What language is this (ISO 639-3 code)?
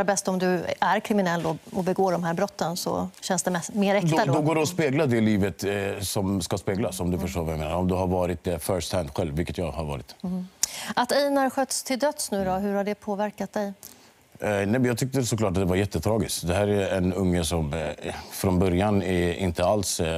swe